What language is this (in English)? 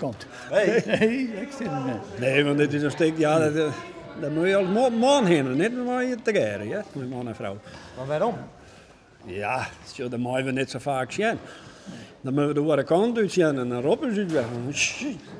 Western Frisian